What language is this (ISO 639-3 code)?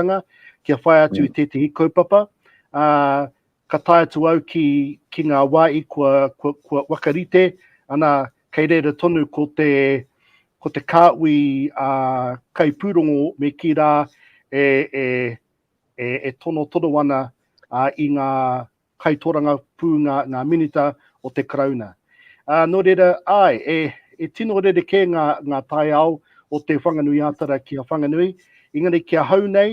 mri